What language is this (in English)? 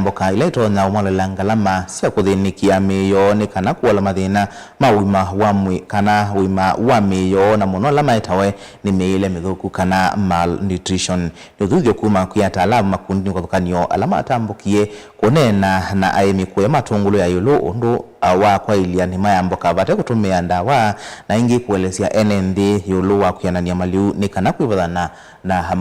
Kamba